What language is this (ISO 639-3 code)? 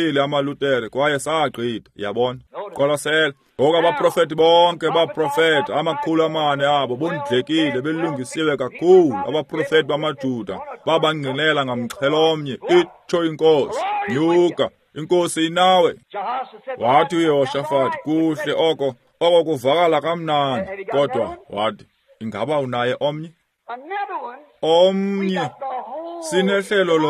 xho